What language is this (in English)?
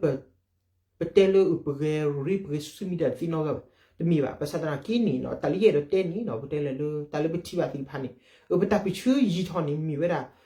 S'gaw Karen